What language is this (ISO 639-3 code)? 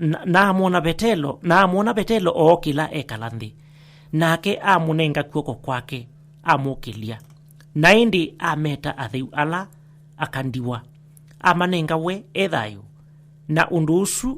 kam